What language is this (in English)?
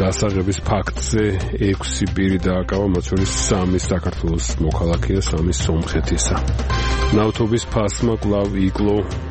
Georgian